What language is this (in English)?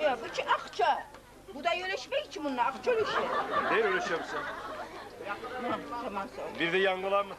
Kumyk